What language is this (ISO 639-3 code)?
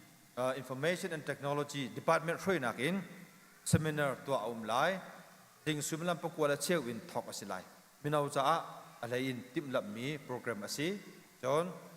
cnh